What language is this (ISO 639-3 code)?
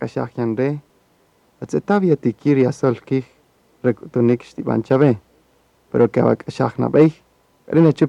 cak